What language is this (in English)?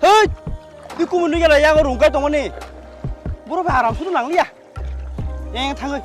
Kok Borok